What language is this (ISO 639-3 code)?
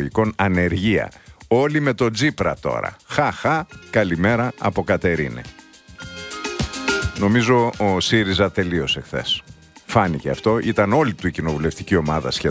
ell